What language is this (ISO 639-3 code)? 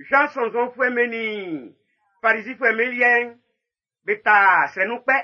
bci